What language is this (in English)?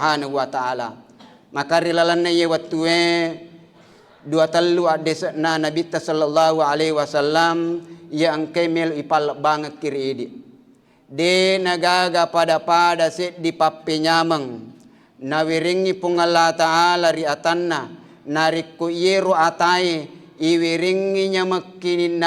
Buginese